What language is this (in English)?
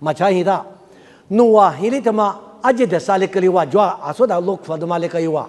Lisu